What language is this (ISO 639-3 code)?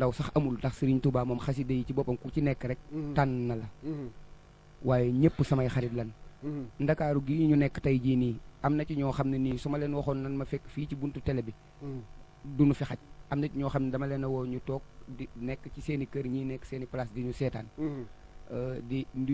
wol